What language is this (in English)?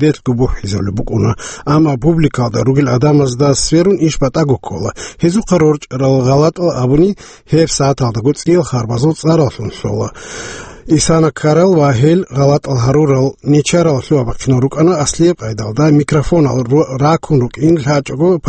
Avaric